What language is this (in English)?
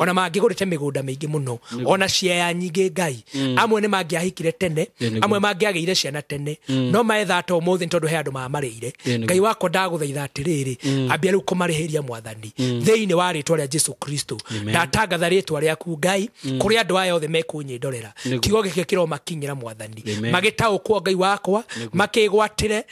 Kikuyu